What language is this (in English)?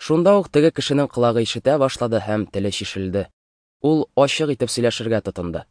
Tatar